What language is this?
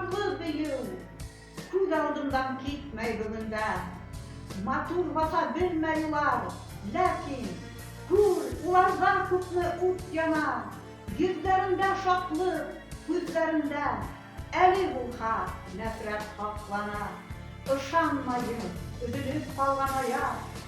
Bashkir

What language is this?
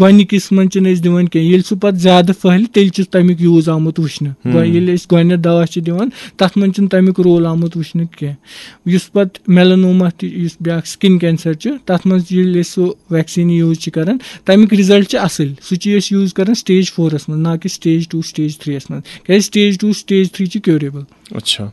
Kashmiri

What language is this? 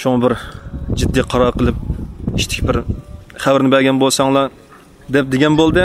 Uyghur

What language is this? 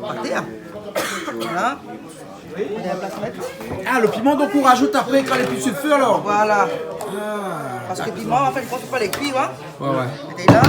Réunion Creole French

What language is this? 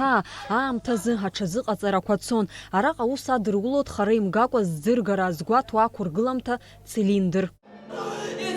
Abkhazian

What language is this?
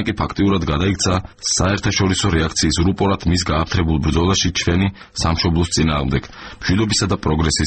Georgian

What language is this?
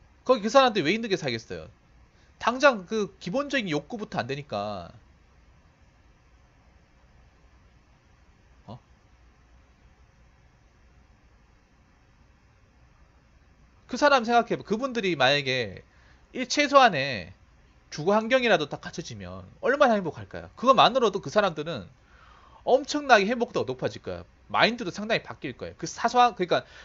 Korean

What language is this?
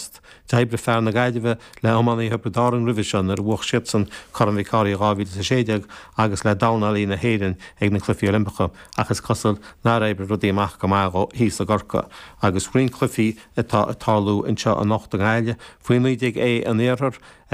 Irish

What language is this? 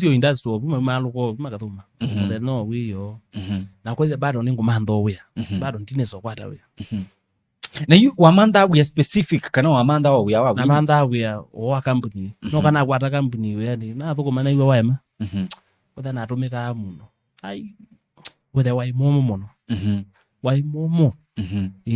Kamba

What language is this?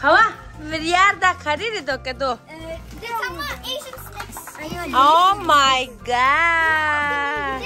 Tibetan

